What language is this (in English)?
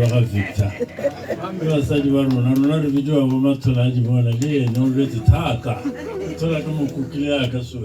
Tswana